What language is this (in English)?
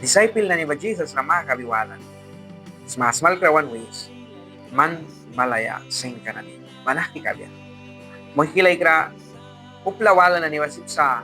Mískito